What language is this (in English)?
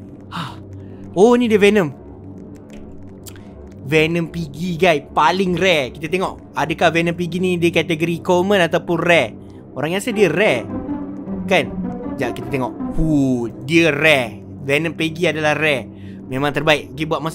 Malay